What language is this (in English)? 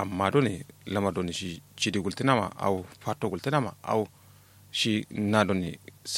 Kanuri